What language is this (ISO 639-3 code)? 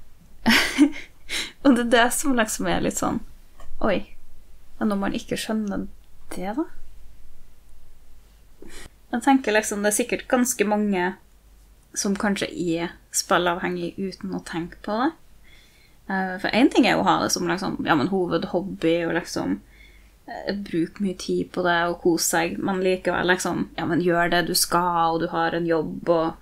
nor